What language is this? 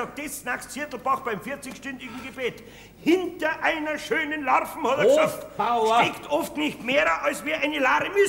German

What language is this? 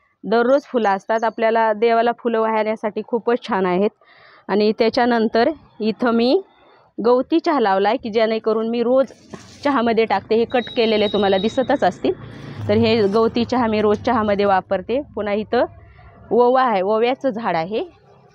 Marathi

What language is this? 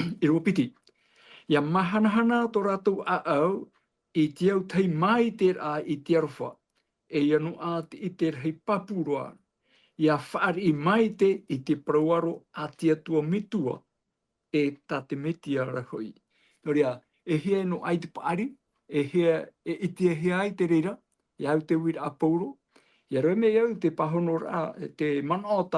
Tahitian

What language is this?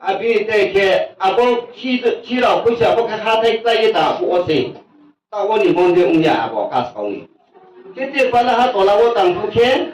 Riang (India)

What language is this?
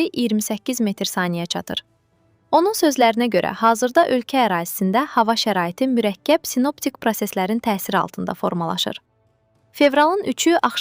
Azerbaijani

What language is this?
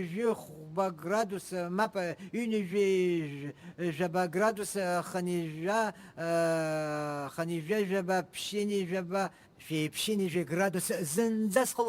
Abkhazian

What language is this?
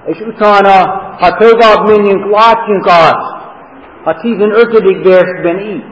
Hungarian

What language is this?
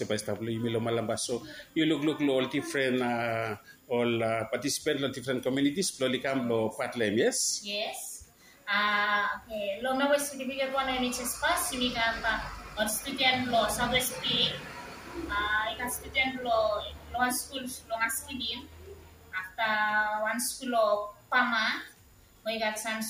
Bislama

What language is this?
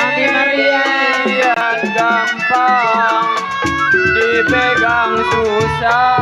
Betawi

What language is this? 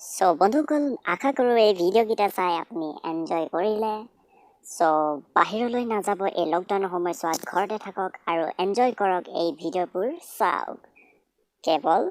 Assamese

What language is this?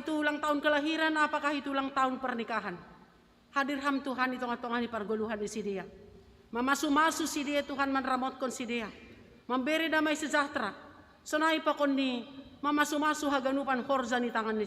Batak Simalungun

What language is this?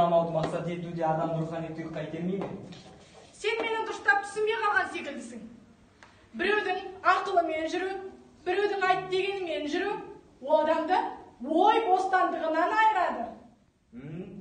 Kazakh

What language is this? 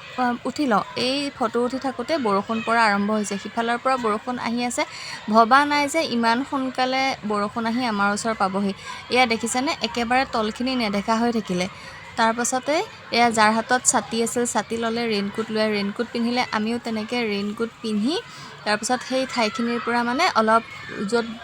Assamese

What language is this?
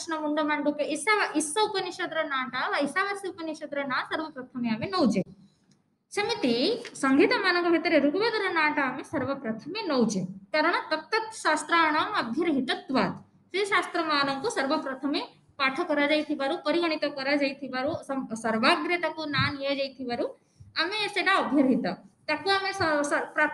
Odia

